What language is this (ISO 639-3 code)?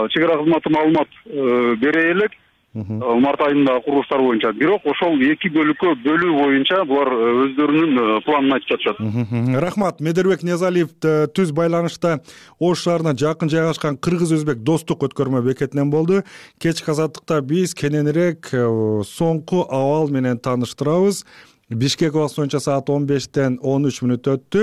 kir